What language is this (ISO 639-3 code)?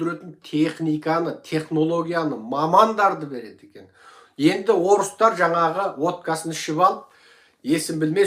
kaz